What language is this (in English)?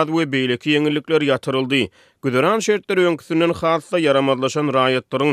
Turkmen